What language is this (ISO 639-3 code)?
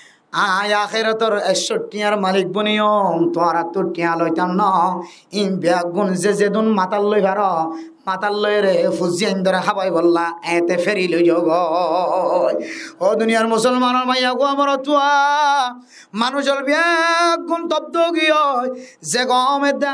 rhg